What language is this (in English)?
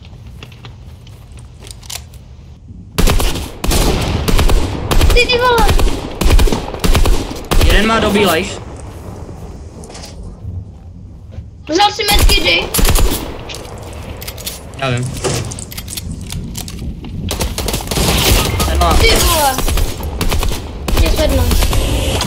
Czech